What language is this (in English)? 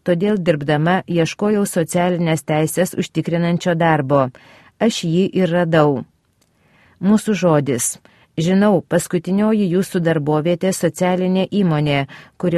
Lithuanian